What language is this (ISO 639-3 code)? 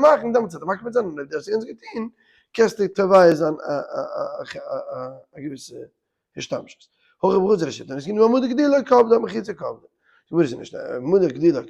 yid